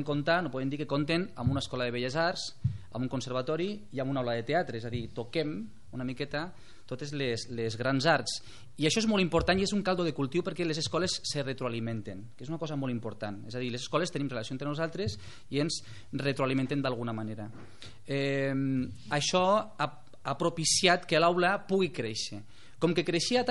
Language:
Catalan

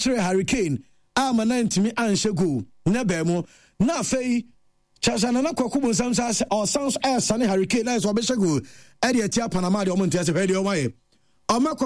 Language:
Akan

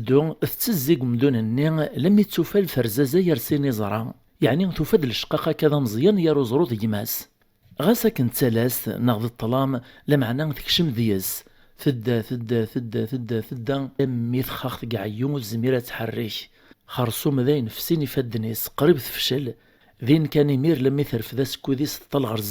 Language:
Kabyle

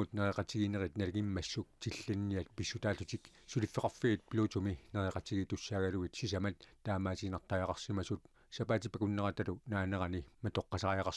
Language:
Kalaallisut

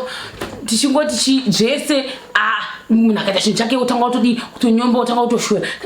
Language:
Shona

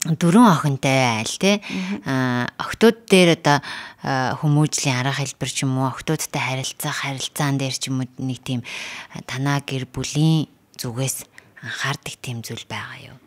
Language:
Mongolian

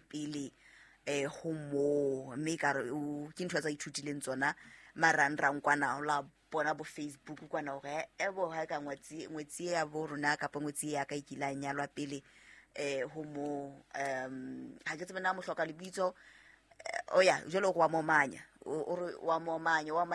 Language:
Southern Sotho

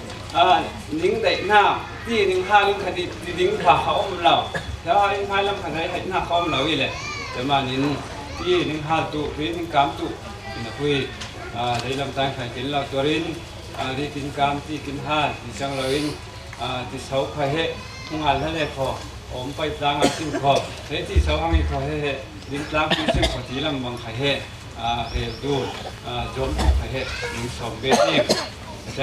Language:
Falam Chin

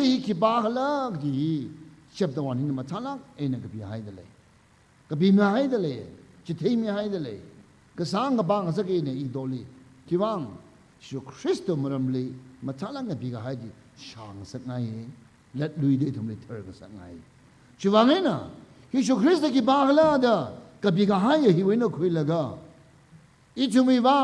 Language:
Tangkhul Naga (India)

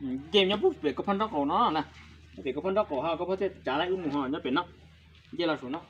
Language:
Hmong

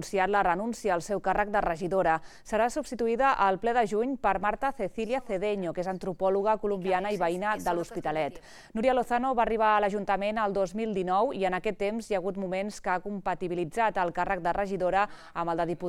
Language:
Catalan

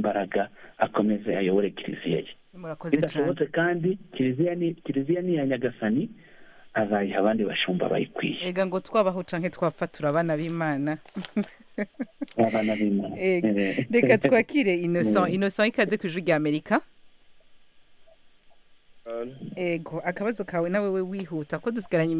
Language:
Kinyarwanda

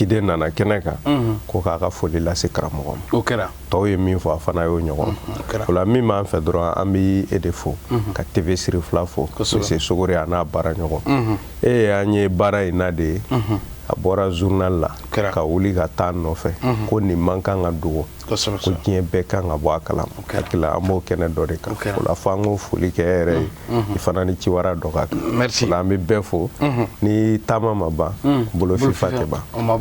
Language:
Bambara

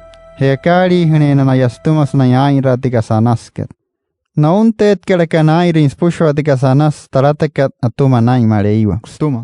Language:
Wayuu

